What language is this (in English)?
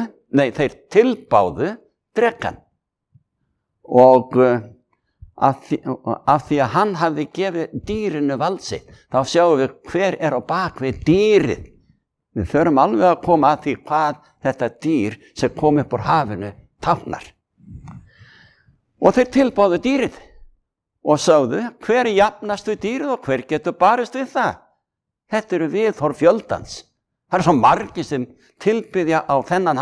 Icelandic